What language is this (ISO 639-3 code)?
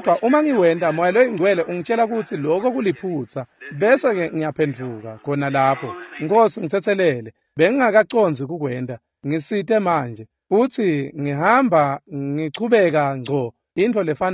ssw